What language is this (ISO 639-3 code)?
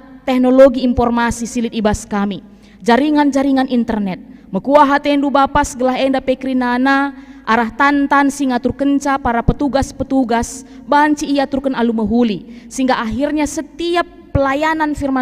btx